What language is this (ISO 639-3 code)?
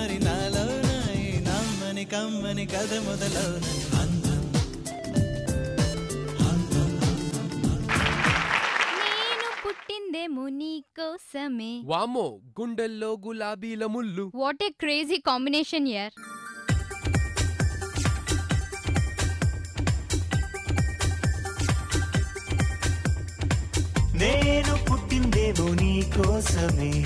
tel